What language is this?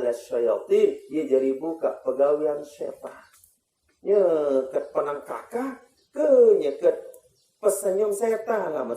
Sasak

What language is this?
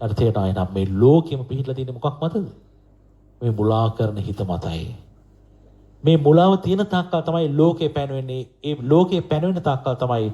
Sinhala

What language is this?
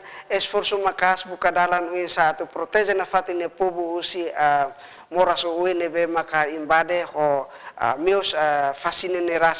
Tetum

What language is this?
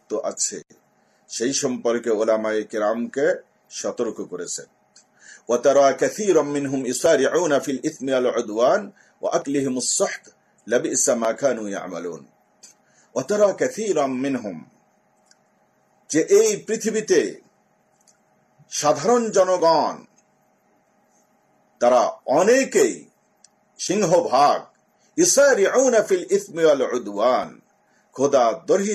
Bangla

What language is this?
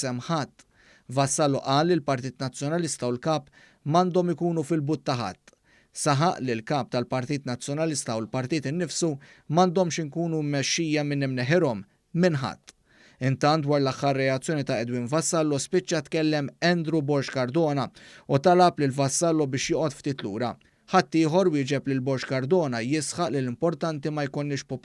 Maltese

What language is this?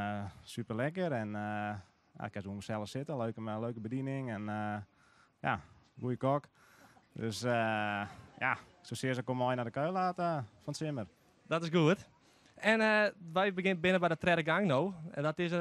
Western Frisian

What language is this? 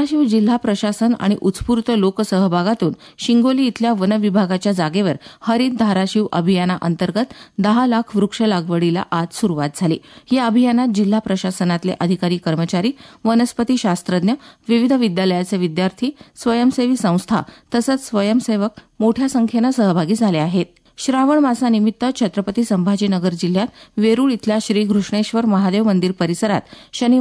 Marathi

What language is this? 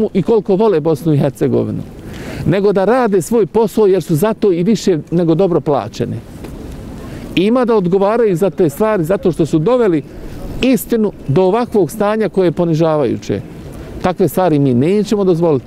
Bosnian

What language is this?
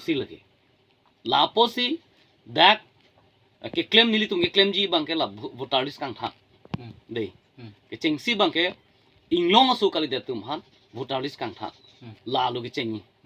Karbi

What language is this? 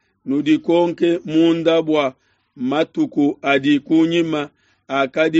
Luba-Lulua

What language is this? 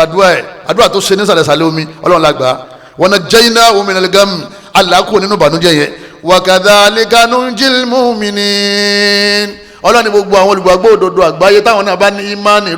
Yoruba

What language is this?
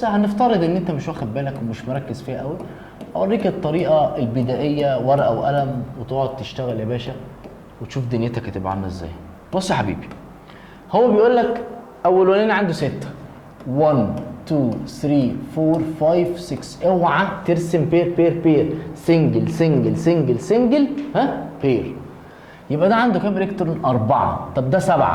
Egyptian Arabic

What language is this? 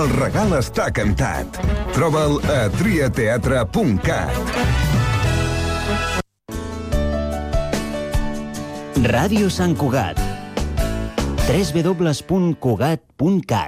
Catalan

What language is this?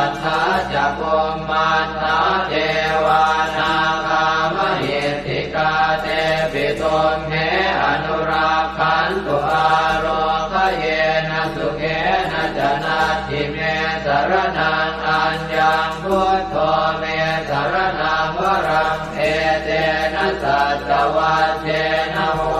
Pali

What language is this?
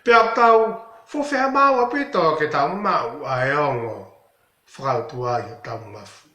Tongan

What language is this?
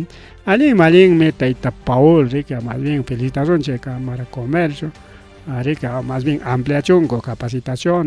Ayacucho Quechua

